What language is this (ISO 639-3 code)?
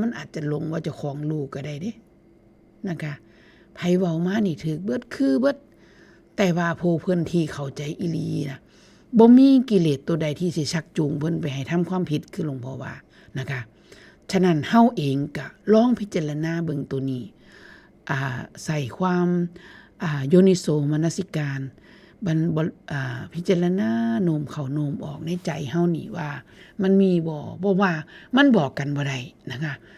tts